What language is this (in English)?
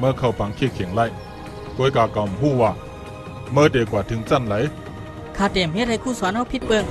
Shan